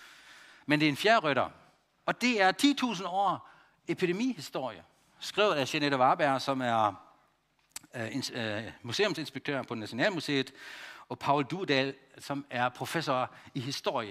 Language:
Danish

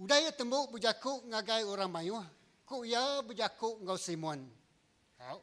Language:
Iban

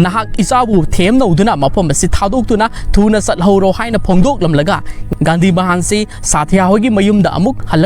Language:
Manipuri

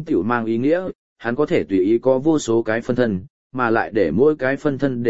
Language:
Vietnamese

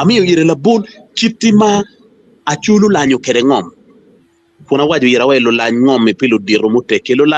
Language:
Acoli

